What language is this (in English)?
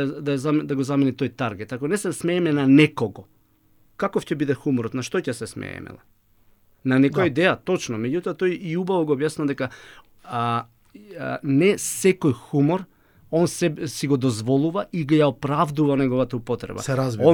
Macedonian